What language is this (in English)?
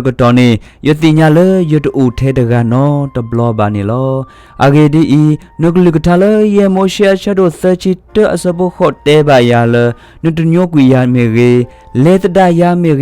S'gaw Karen